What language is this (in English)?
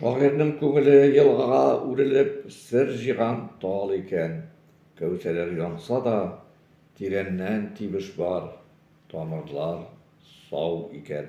Tatar